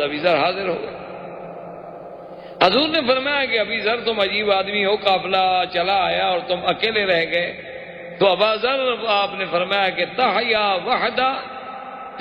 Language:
Urdu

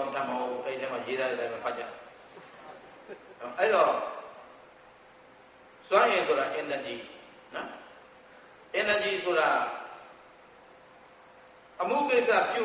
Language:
Burmese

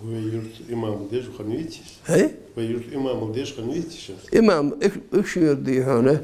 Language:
Ingush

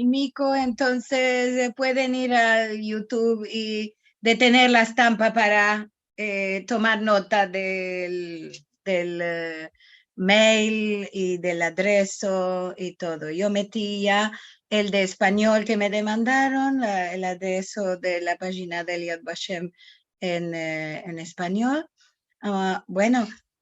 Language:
Ladino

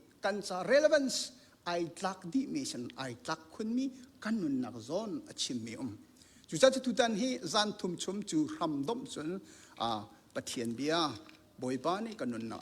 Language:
Hakha Chin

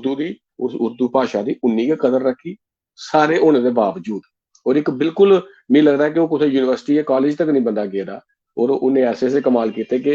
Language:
Dogri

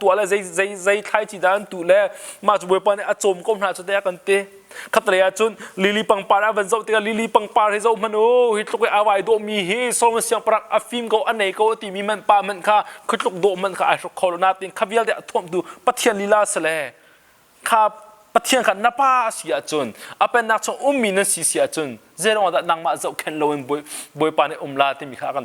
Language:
Hakha Chin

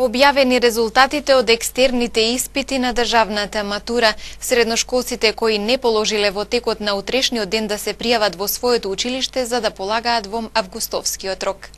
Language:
Macedonian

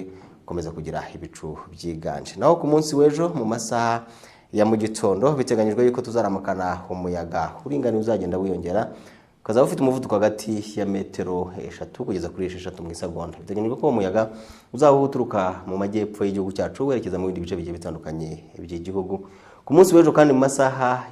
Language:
Kinyarwanda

